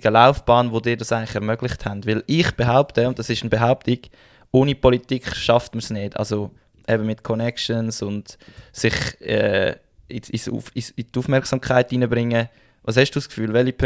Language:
Swiss German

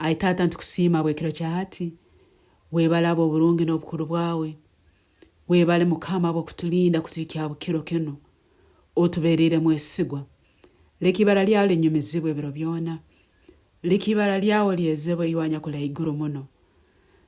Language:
Nyoro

